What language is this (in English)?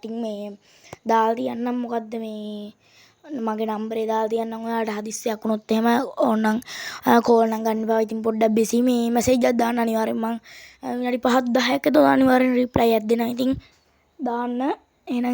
Sinhala